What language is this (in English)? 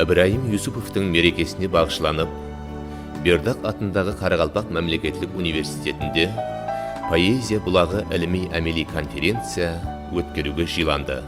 Kara-Kalpak